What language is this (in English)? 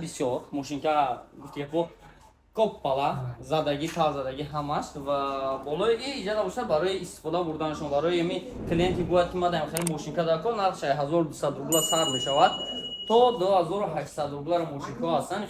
Tajik